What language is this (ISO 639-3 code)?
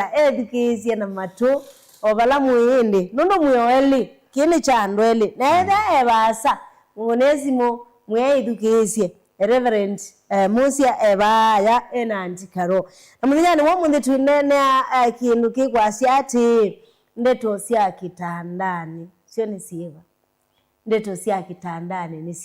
kam